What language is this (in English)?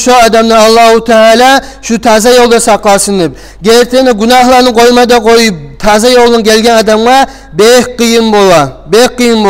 Kumyk